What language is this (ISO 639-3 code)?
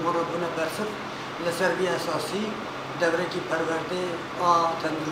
kur